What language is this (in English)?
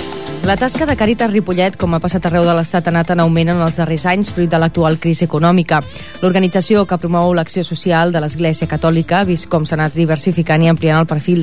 Catalan